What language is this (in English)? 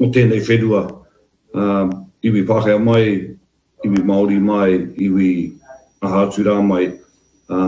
Māori